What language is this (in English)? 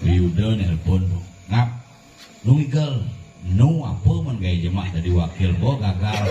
Balinese